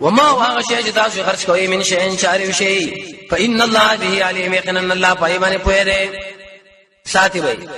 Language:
Pashto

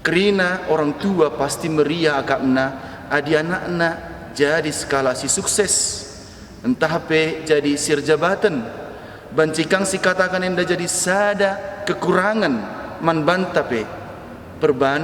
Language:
Batak Karo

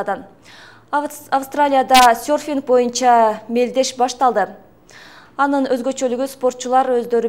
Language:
Kyrgyz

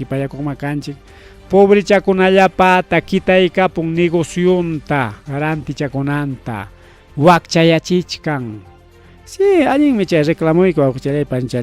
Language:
Ayacucho Quechua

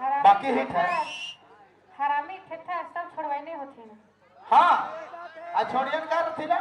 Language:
Sadri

